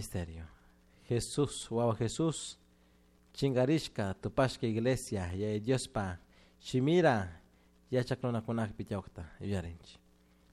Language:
Chimborazo Highland Quichua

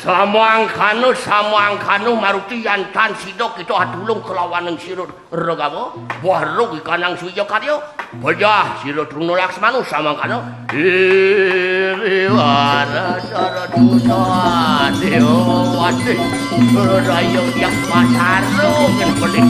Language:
Balinese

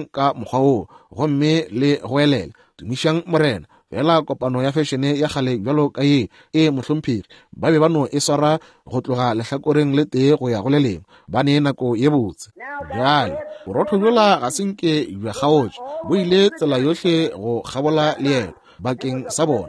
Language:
Northern Sotho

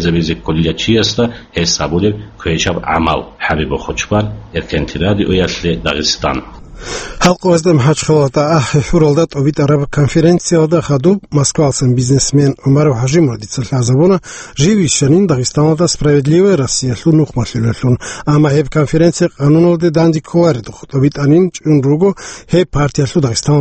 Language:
Avaric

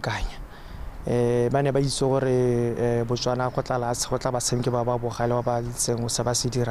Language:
Tswana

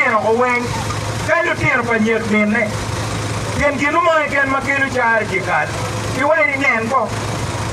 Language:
Acoli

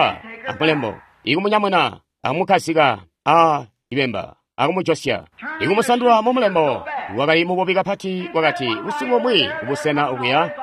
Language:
Tonga (Zambia)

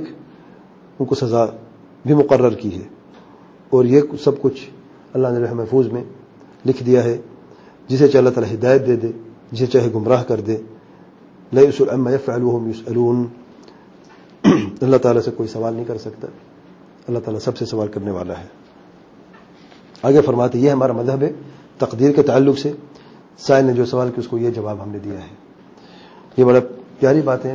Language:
Urdu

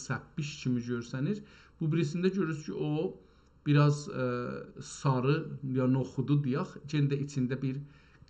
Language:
South Azerbaijani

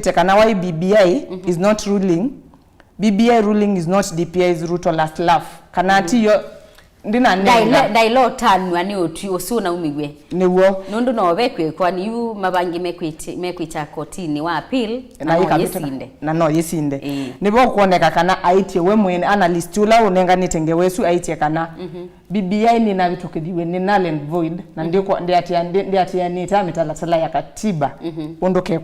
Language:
Kamba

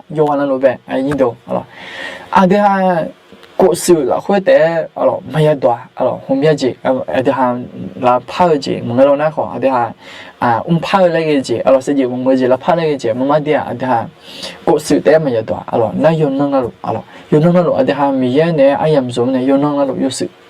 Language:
Akha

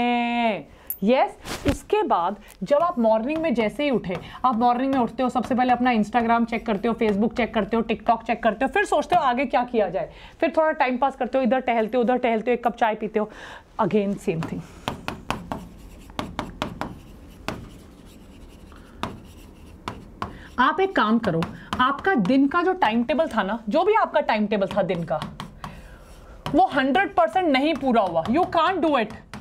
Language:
Hindi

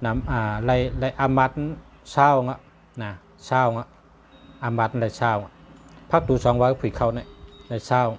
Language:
Shan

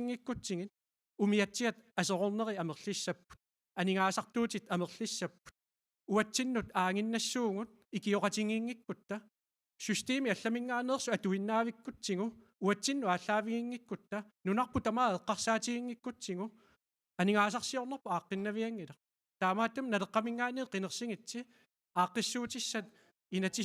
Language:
Kalaallisut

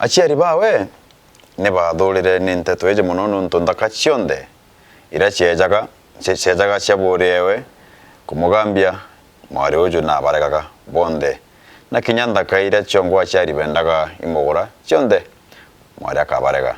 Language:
Meru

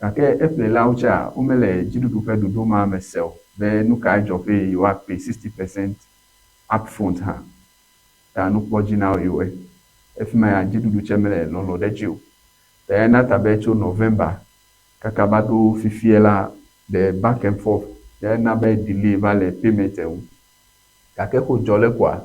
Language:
Ewe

